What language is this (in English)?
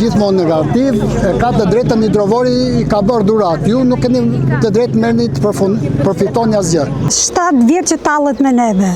Albanian